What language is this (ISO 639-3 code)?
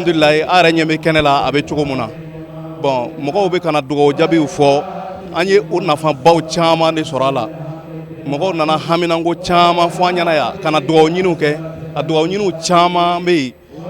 bam